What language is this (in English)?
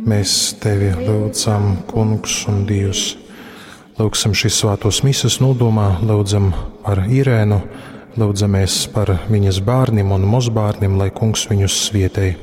Latgalian